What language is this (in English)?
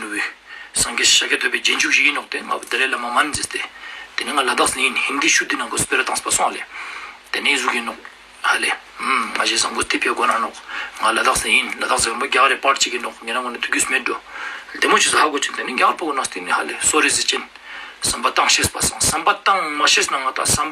Ladakhi